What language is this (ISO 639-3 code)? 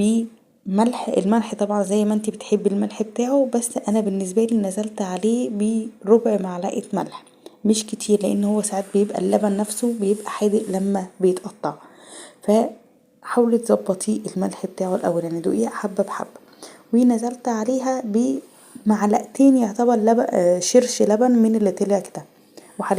arz